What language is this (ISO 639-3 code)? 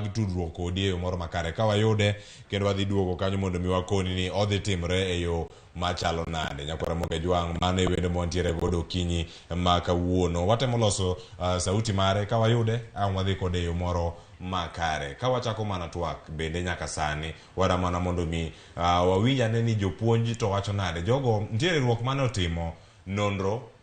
luo